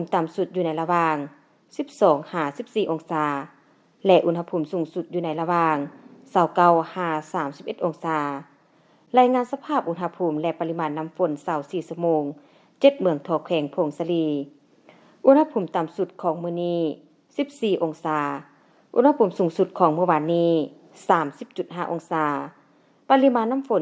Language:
Lao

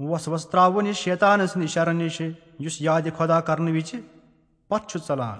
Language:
Kashmiri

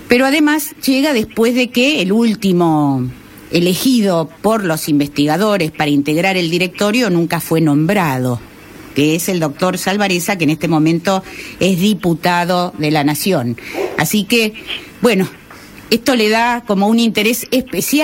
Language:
Spanish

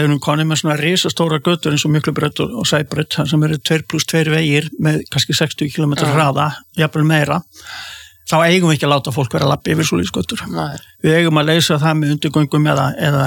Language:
Icelandic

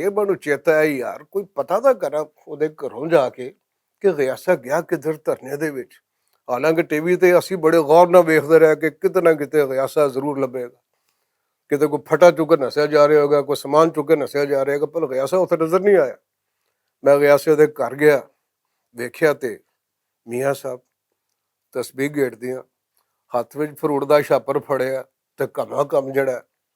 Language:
Western Panjabi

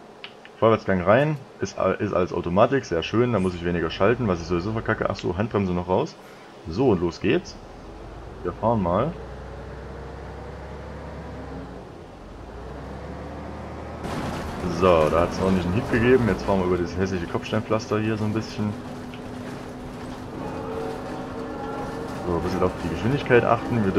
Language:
German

